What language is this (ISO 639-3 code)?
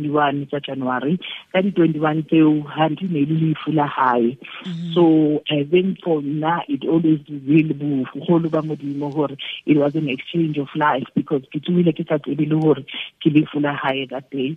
tsn